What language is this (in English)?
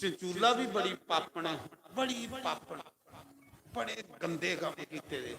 Dogri